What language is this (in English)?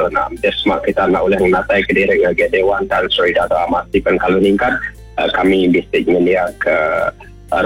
Iban